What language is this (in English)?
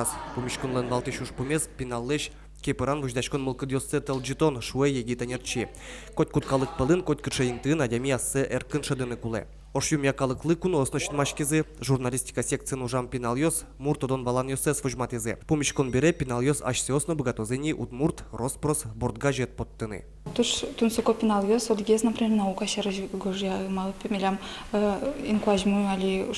Udmurt